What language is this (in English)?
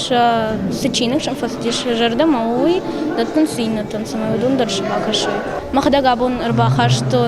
Ossetic